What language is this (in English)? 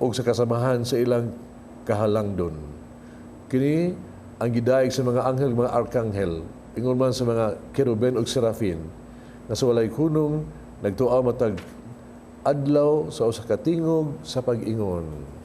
Cebuano